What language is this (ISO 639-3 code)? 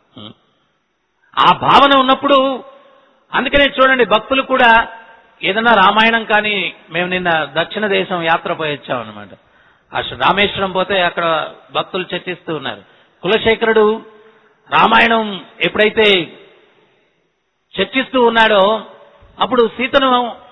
tel